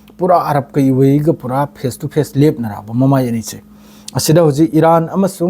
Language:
Manipuri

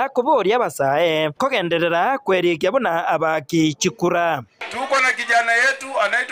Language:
Gusii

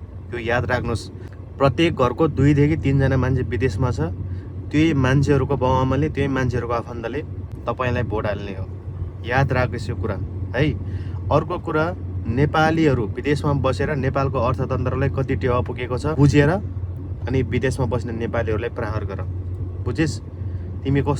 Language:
Nepali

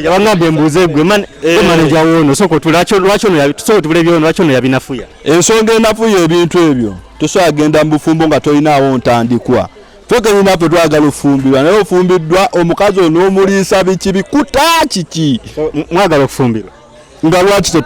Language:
Ganda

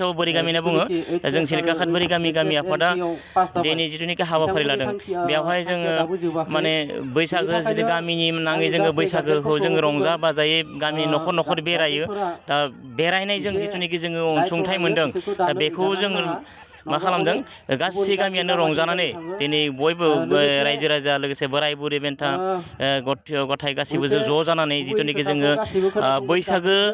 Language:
Bodo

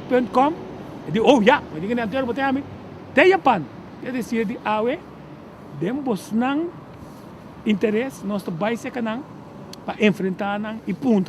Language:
Papiamento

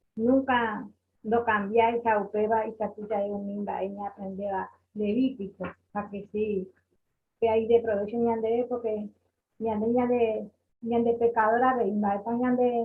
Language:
Guarani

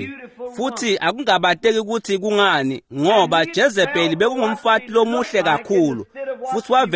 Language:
Swati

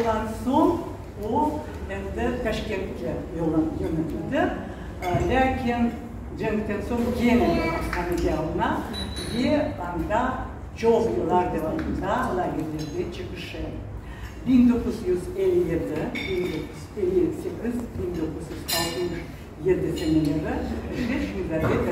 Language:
Crimean Tatar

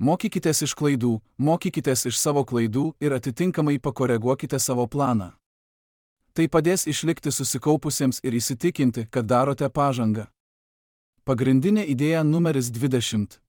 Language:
Lithuanian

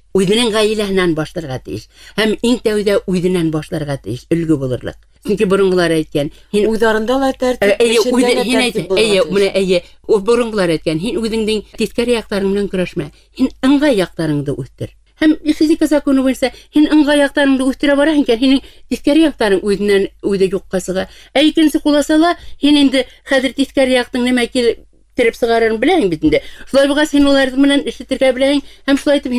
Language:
Bashkir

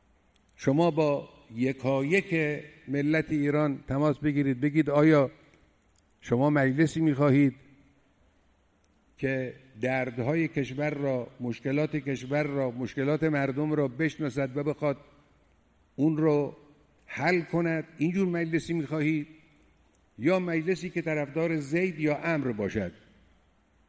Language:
Persian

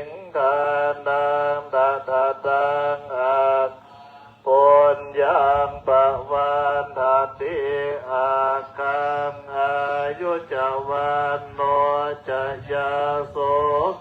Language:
Pali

